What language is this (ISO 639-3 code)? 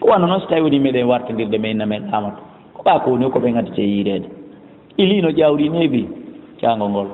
ful